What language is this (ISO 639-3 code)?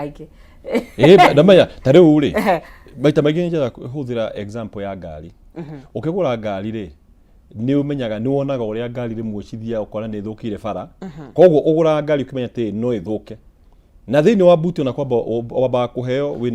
kik